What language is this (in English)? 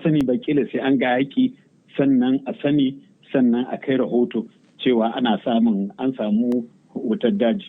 Hausa